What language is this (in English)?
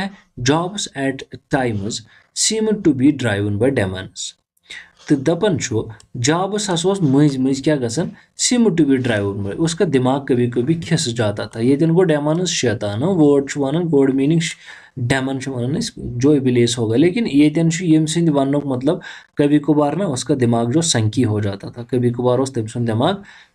Kashmiri